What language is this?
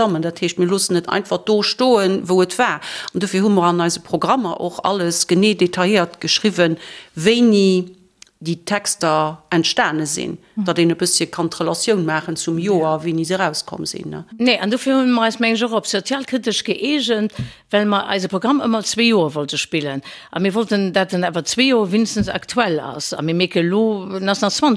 Luxembourgish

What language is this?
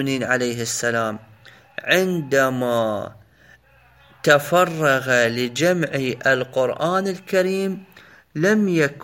Arabic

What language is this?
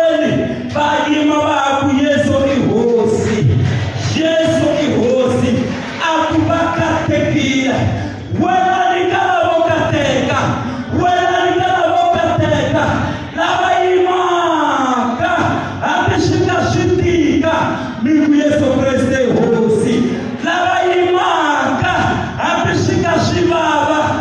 Tsonga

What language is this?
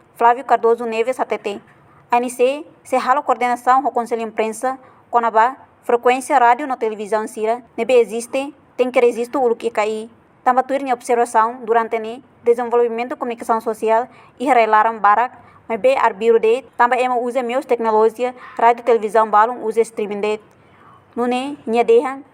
Tetum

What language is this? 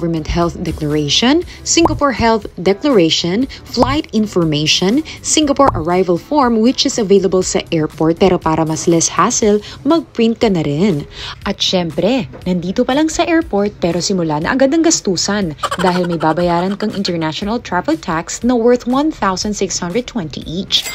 Filipino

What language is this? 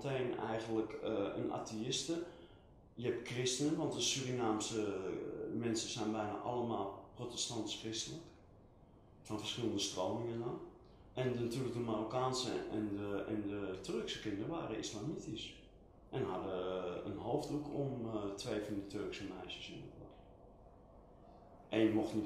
Dutch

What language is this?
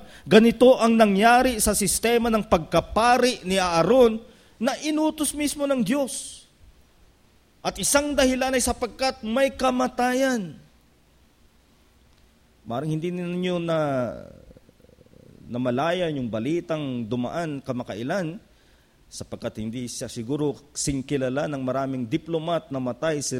Filipino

